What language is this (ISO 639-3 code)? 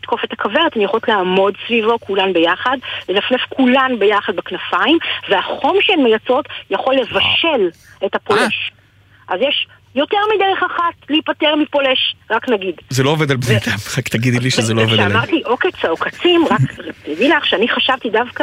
heb